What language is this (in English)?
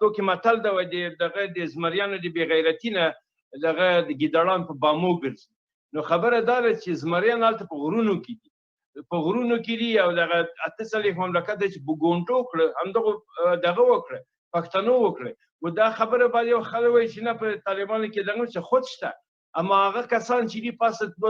Pashto